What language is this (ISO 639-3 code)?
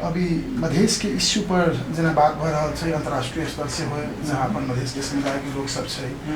mai